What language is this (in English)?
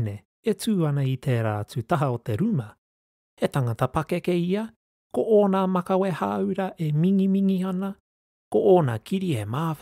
Māori